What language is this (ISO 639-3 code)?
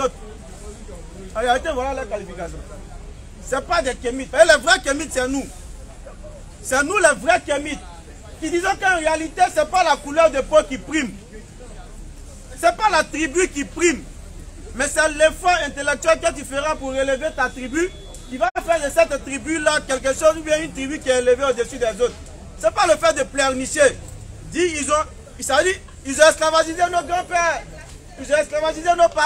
fra